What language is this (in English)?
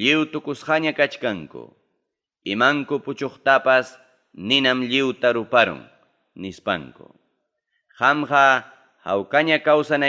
Ayacucho Quechua